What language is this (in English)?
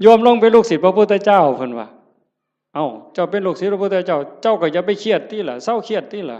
Northeastern Thai